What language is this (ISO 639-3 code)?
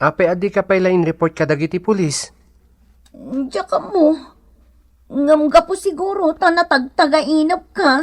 ilo